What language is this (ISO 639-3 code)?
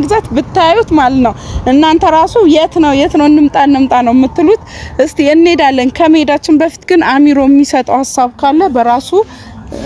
amh